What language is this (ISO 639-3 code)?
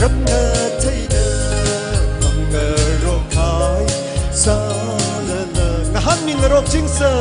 nmf